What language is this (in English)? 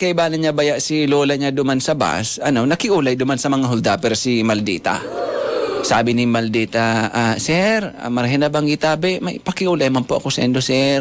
Bikol